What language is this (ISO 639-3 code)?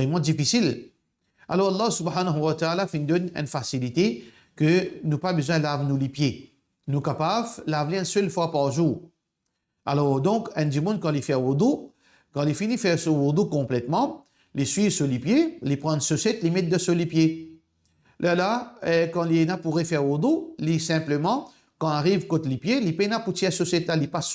mfe